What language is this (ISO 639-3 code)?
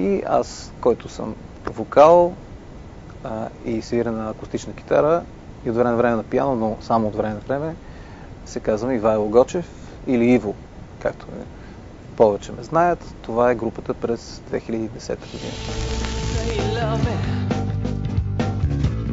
bul